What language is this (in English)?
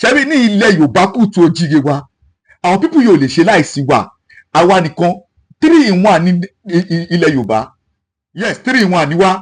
Yoruba